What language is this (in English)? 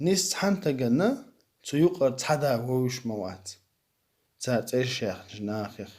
Chechen